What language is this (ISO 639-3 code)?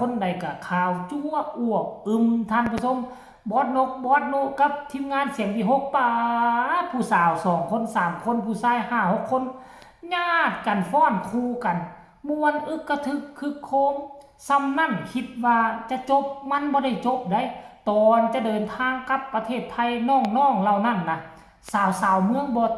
tts